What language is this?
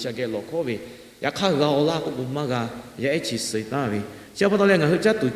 Lahu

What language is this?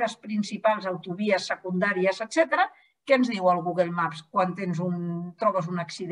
Catalan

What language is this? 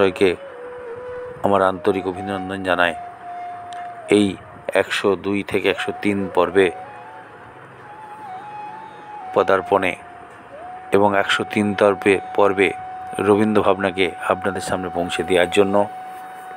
Bangla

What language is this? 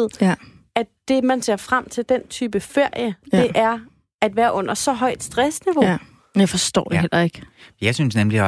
Danish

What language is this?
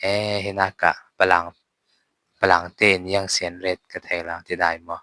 Falam Chin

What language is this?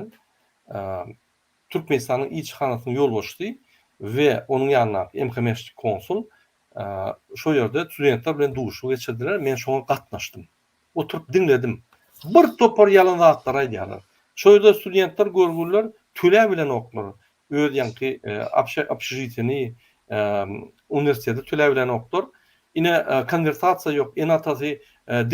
Turkmen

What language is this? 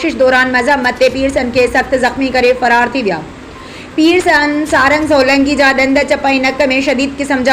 Sindhi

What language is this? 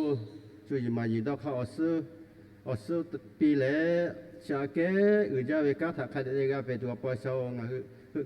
Lahu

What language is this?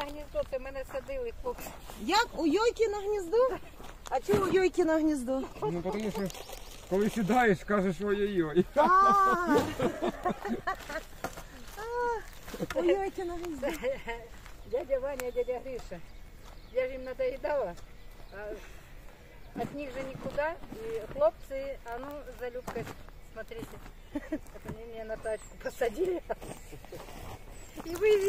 Ukrainian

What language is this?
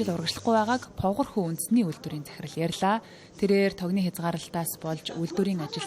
Mongolian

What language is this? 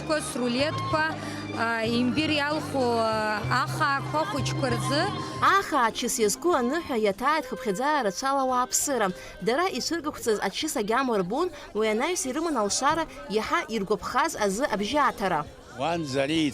Abkhazian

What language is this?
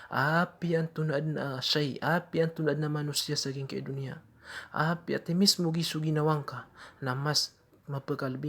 Maranao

